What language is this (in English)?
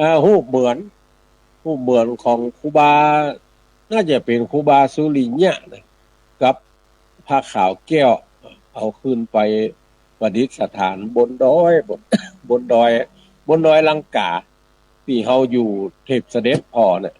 Northern Thai